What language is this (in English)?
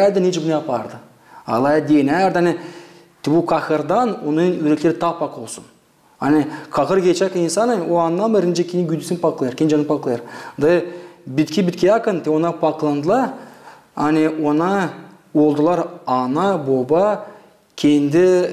Gagauz